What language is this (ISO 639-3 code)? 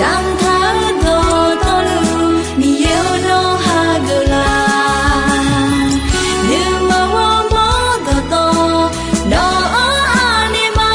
ahk